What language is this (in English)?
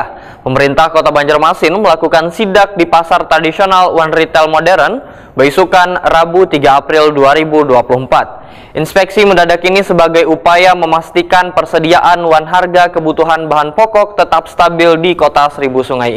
Banjar